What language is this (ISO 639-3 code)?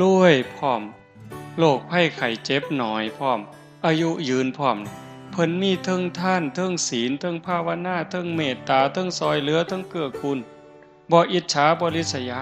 tts